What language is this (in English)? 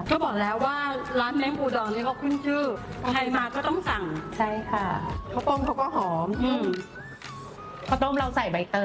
Thai